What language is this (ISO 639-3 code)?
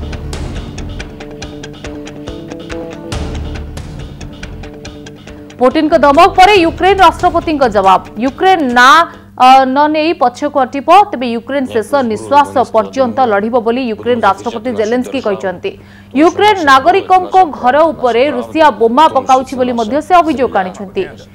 ori